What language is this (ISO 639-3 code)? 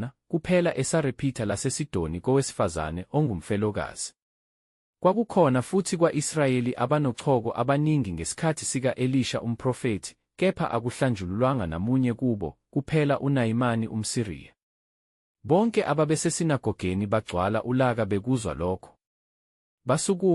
zul